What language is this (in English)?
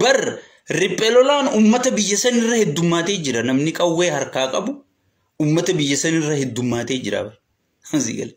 Oromo